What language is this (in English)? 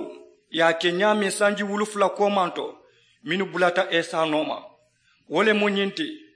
Mandingo